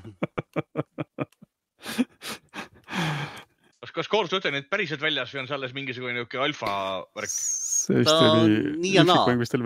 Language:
Estonian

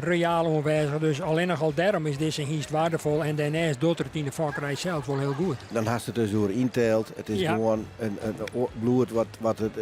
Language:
Western Frisian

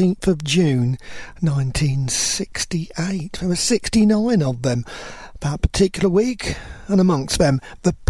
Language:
English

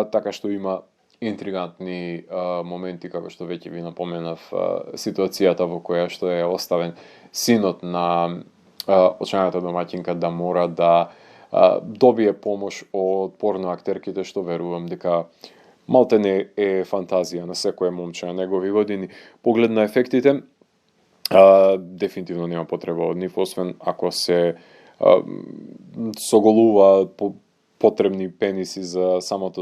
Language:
Macedonian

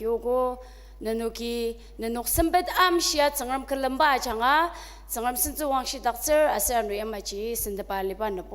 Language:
Ao Naga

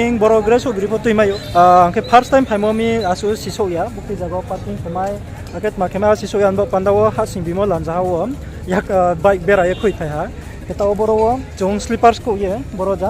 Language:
Riang (India)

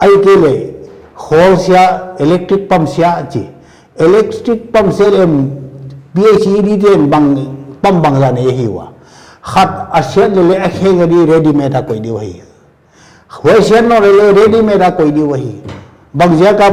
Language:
Paite Chin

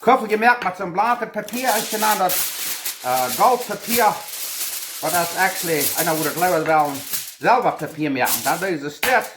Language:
Plautdietsch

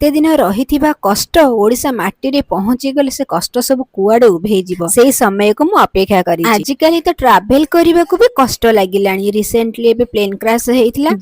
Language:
Odia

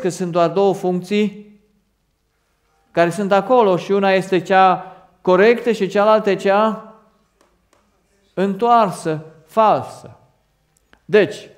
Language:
Romanian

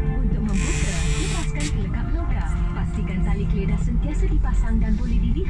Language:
Malay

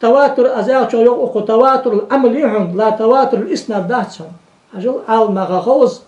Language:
Ingush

